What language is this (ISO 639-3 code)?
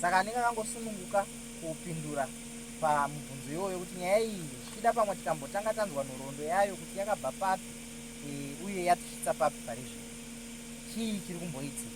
sna